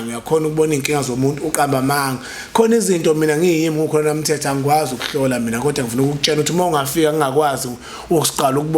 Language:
Zulu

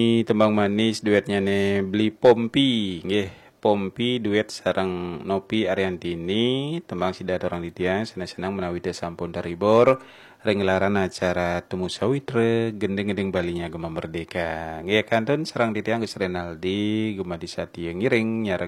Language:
Balinese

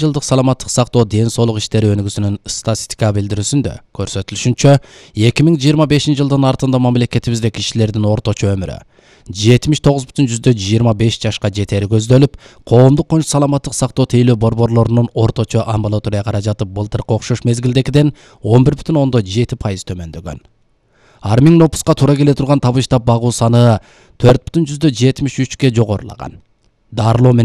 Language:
Kyrgyz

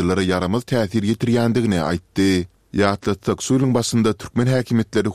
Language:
Turkmen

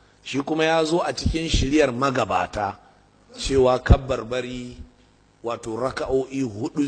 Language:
Hausa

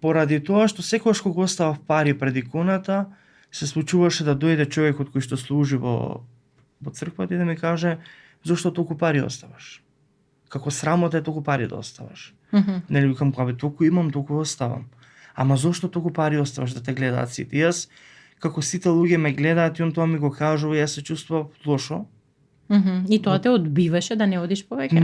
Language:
Macedonian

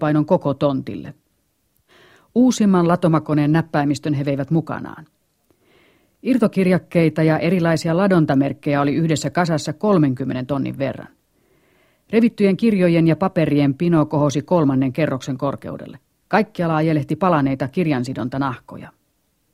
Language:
Finnish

